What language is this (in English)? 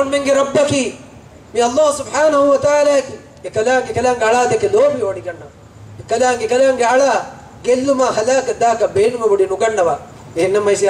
Divehi